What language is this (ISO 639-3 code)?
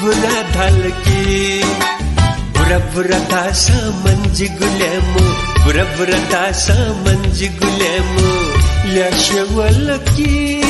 new